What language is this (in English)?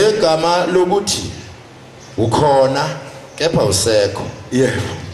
Zulu